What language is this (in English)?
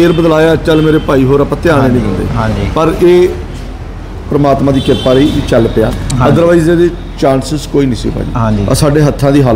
Punjabi